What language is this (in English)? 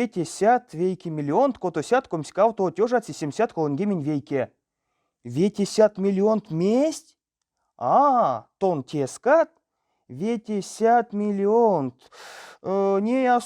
Erzya